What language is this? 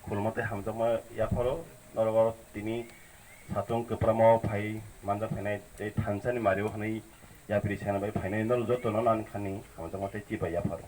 Kok Borok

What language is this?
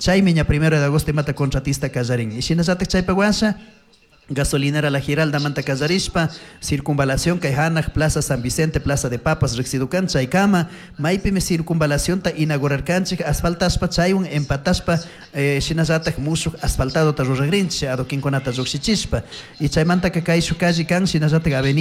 Chimborazo Highland Quichua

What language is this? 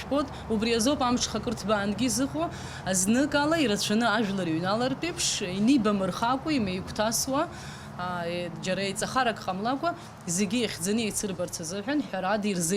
Abkhazian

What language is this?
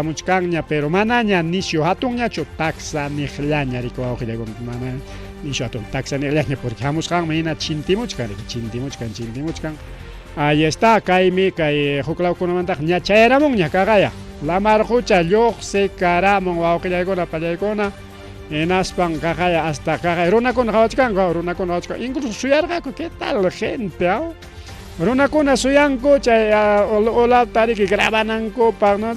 Ayacucho Quechua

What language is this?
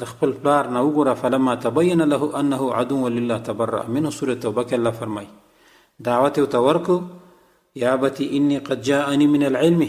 Pashto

